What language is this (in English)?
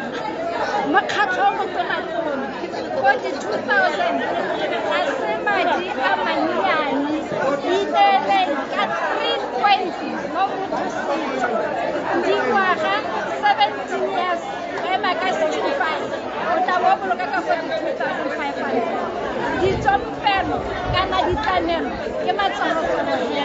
Tswana